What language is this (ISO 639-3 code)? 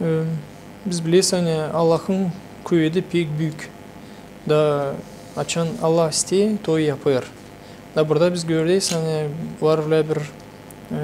gag